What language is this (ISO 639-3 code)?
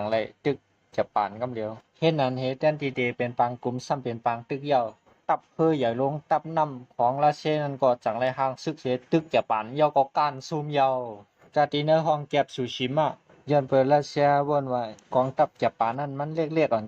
shn